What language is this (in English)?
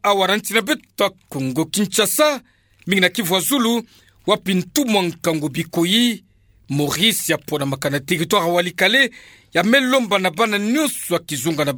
Kituba (Democratic Republic of Congo)